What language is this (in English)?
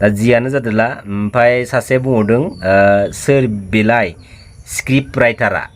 Bodo